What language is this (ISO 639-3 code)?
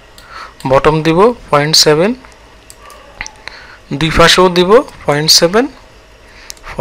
ben